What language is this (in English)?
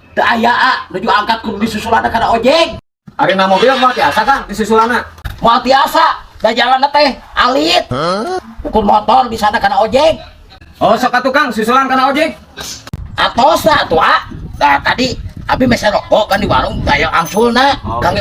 Sundanese